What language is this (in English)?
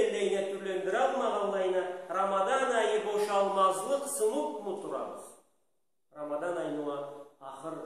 Karachay-Balkar